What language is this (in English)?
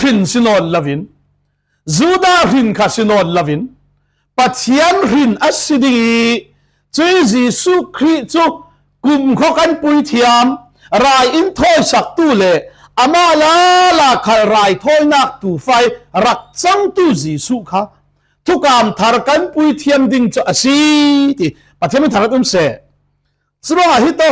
Falam Chin